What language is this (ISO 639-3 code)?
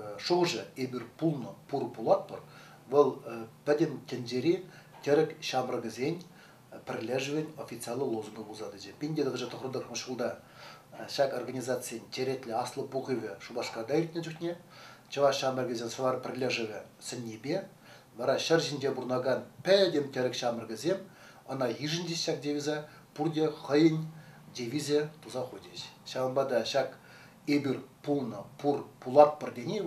chv